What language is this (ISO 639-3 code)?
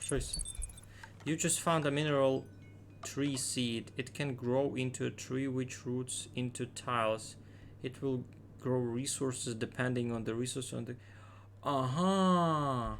rue